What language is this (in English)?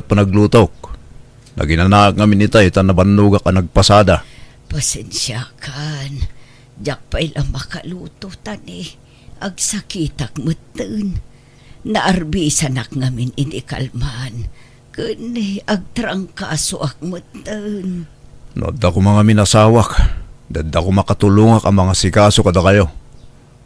Iloko